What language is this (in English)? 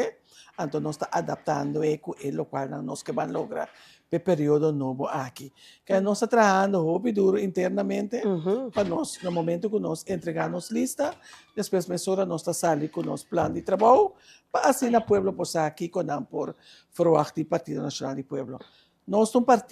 Papiamento